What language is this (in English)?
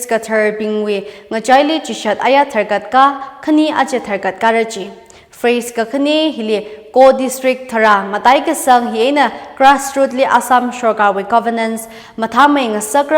Tangkhul Naga (India)